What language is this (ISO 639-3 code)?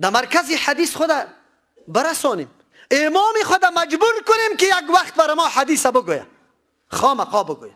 fas